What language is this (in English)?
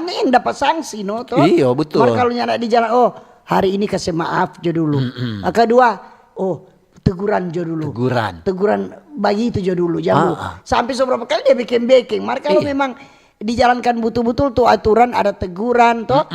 Manado Malay